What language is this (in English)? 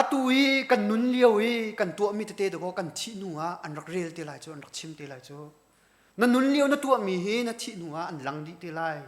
Hakha Chin